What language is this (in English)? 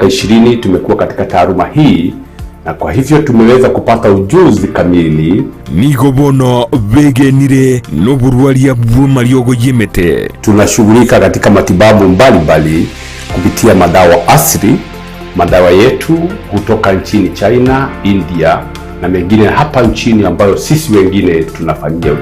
Gusii